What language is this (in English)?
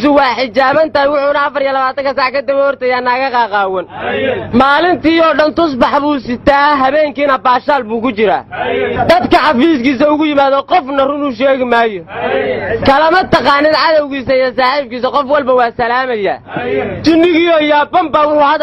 Somali